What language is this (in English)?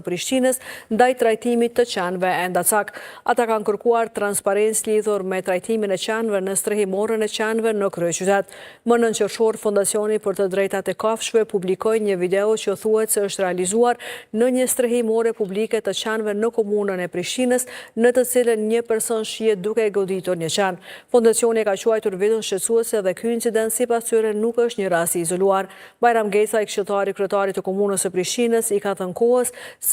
Albanian